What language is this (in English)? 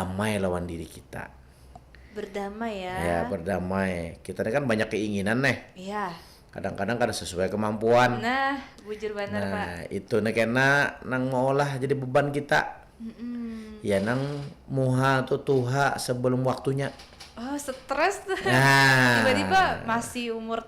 Banjar